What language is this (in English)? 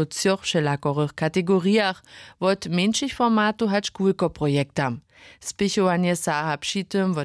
Upper Sorbian